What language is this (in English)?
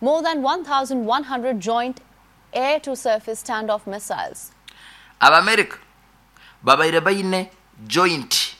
Nyankole